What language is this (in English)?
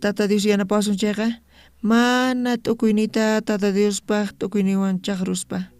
South Bolivian Quechua